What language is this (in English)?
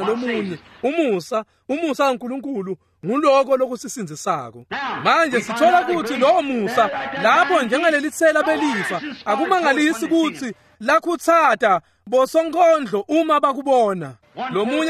Swati